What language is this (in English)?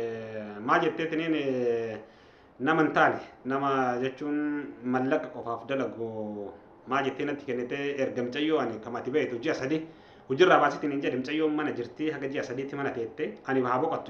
Oromo